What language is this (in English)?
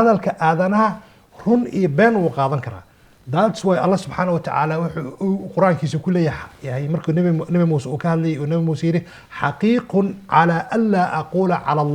Somali